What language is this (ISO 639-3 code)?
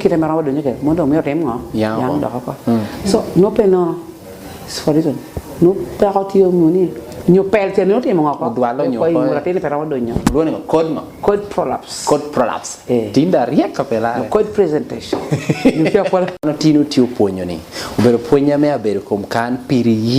laj